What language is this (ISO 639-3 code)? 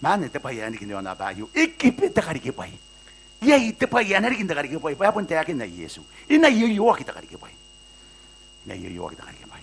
gil